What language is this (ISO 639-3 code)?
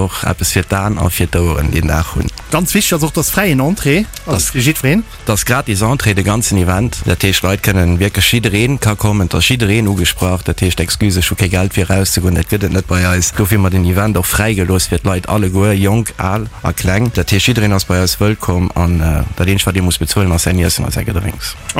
ltz